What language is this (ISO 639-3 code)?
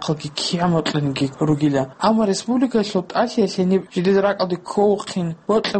ava